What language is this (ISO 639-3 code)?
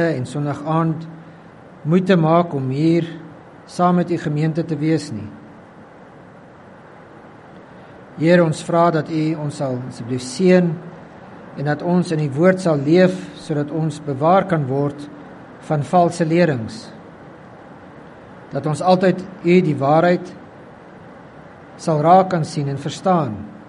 afr